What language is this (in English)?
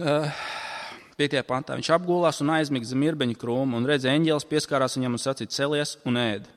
Latvian